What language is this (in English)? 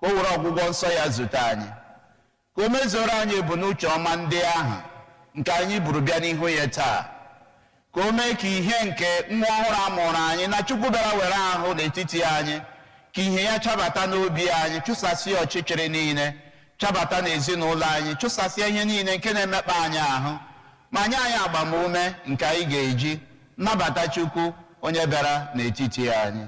Igbo